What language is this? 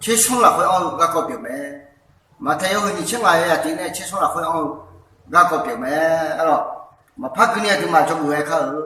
Akha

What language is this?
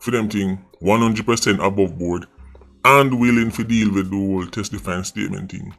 Jamaican Creole English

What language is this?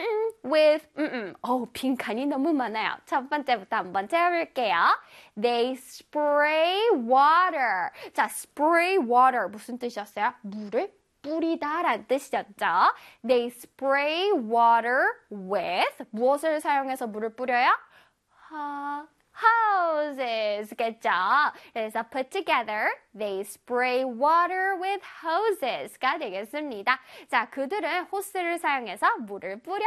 Korean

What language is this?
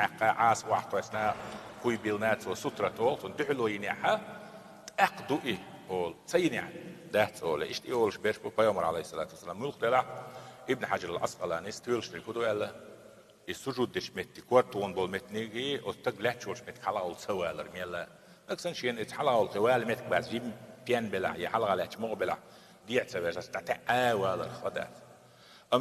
Chechen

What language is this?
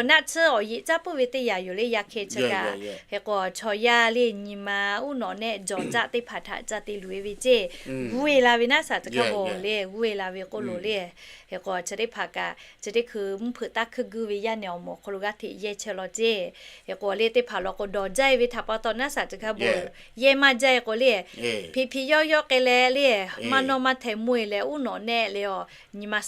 Lahu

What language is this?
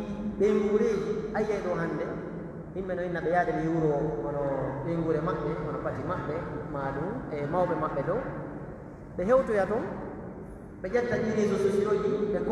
Pular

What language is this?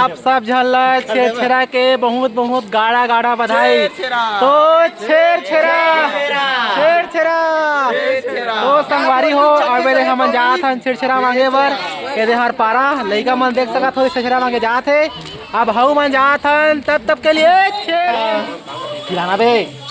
Chhattisgarhi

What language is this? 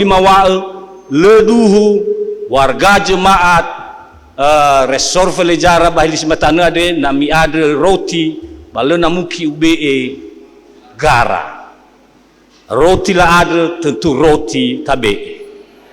Nias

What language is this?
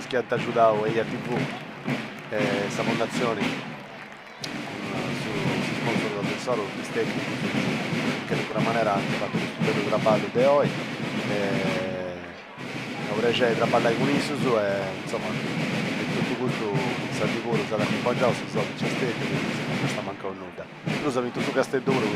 Sardinian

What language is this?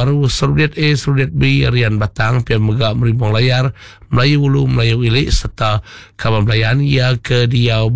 Iban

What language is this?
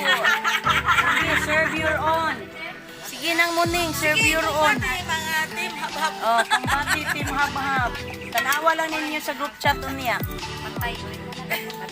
Cebuano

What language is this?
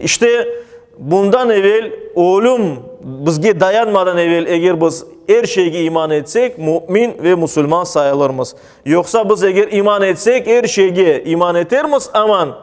Crimean Tatar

